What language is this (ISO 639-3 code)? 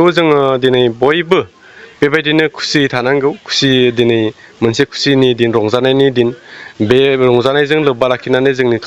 brx